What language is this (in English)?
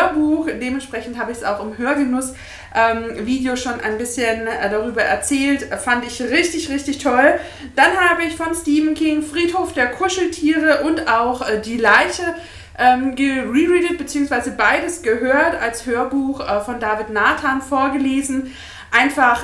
German